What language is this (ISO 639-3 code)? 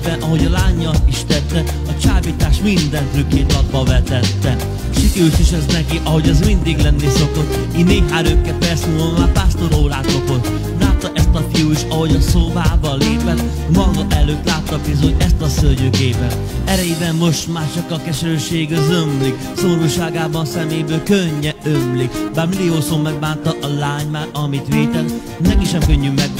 hun